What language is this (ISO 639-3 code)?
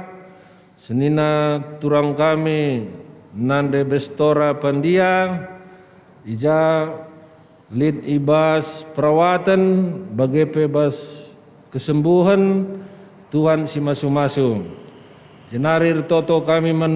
btx